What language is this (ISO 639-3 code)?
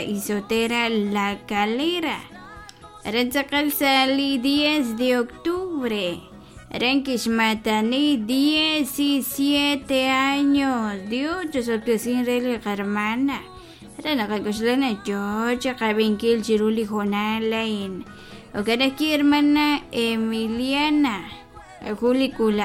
kek